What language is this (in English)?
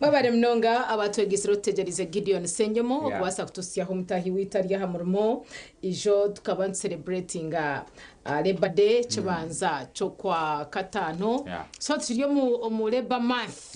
Nyankole